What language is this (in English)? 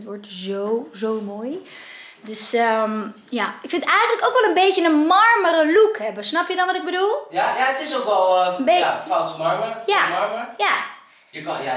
Dutch